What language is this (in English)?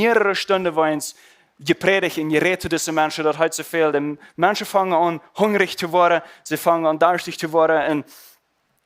Plautdietsch